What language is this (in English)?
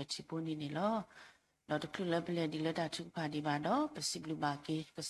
S'gaw Karen